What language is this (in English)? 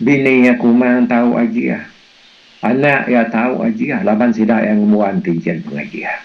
Iban